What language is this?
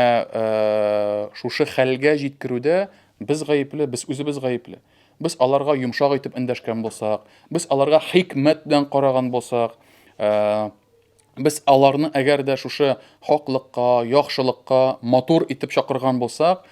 Tatar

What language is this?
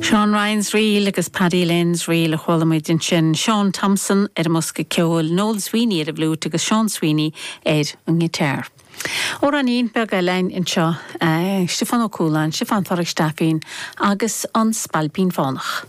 Irish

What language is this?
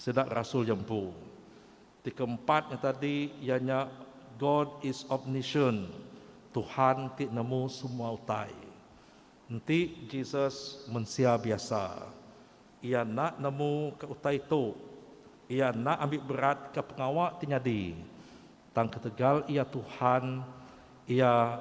Iban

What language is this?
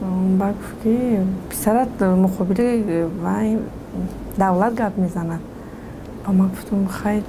Tajik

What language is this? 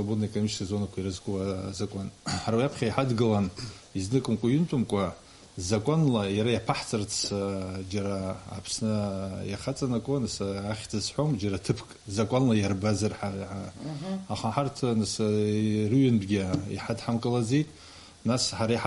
Abkhazian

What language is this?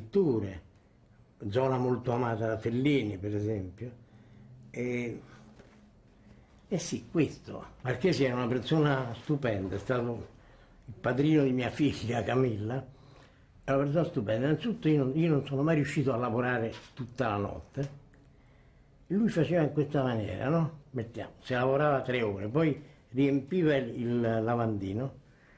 Italian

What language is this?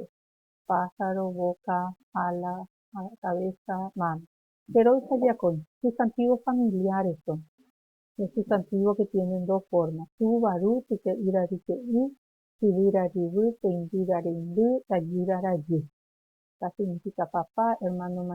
Guarani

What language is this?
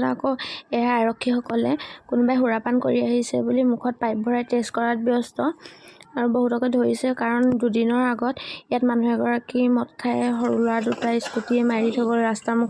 Assamese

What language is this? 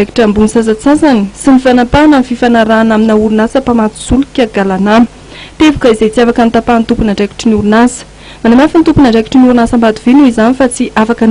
Malagasy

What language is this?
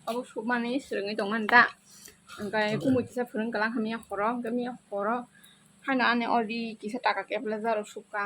Kok Borok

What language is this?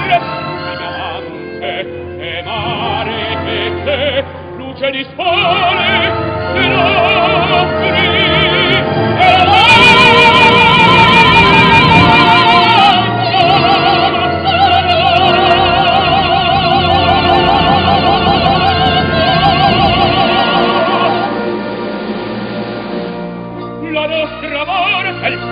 Italian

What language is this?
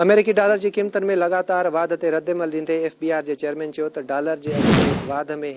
Sindhi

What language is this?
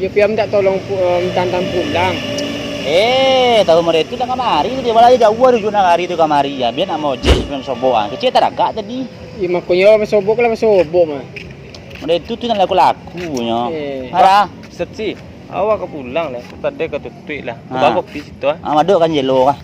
Minangkabau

